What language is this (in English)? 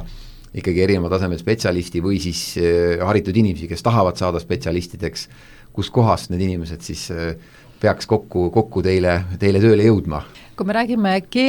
Estonian